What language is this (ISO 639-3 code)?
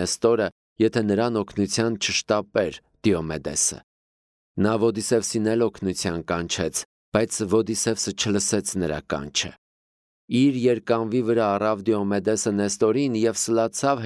hye